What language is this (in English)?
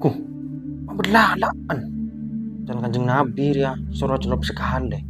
Madurese